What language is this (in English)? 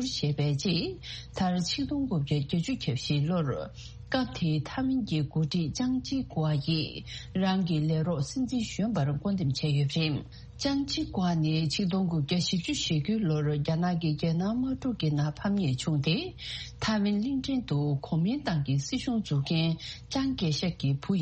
Tibetan